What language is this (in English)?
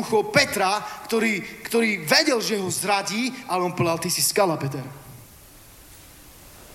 Slovak